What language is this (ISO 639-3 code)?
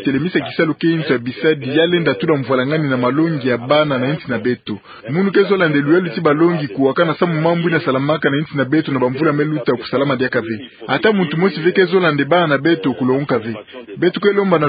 ktu